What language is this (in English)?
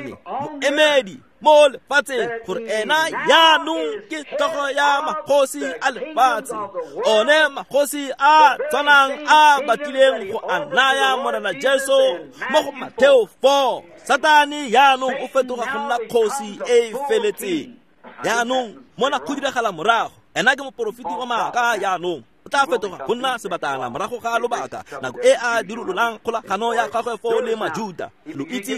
Tswana